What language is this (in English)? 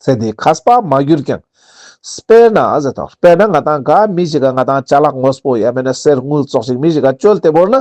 Ladakhi